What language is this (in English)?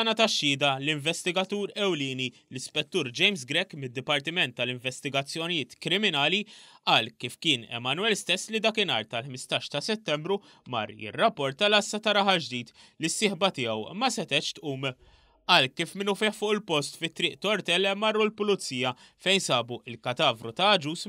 Maltese